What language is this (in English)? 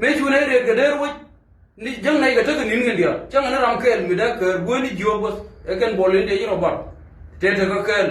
Nuer